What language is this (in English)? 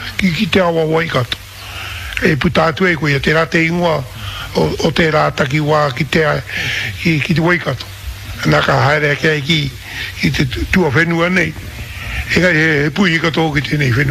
Māori